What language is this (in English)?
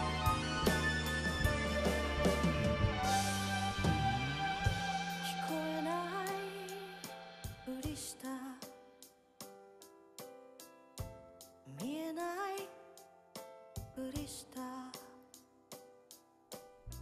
Japanese